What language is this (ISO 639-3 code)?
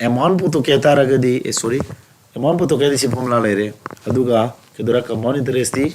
mni